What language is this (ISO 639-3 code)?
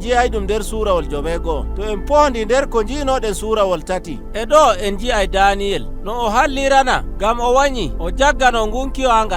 fuv